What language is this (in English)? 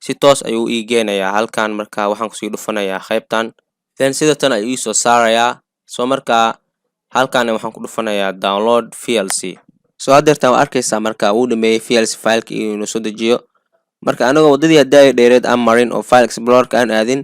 Somali